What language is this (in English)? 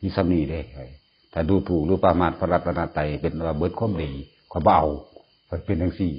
Northeastern Thai